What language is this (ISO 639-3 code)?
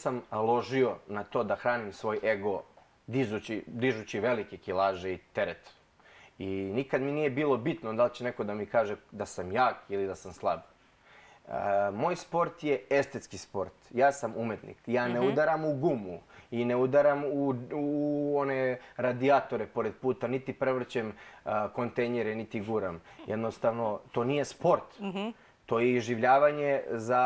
srp